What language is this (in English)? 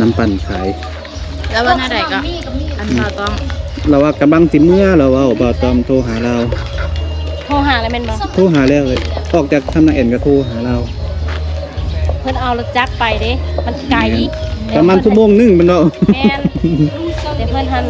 Lao